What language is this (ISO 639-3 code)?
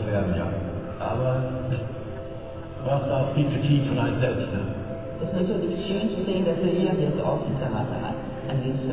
deu